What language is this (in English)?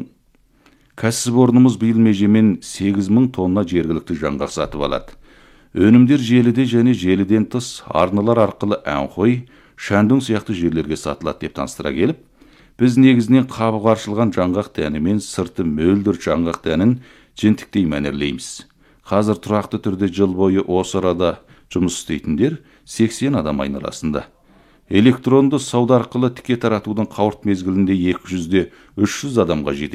Kazakh